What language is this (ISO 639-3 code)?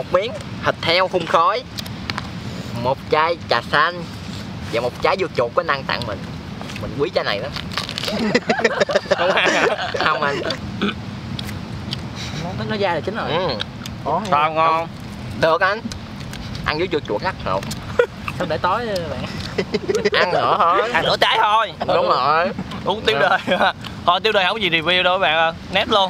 vie